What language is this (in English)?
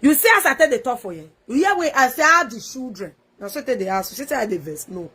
Nigerian Pidgin